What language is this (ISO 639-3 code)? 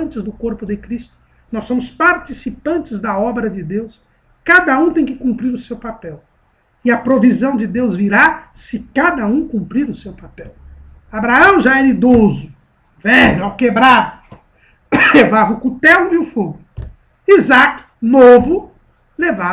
por